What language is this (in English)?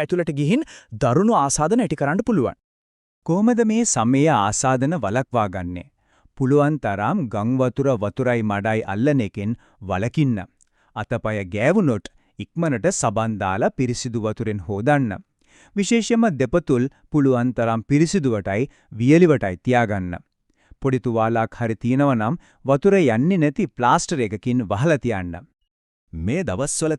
Sinhala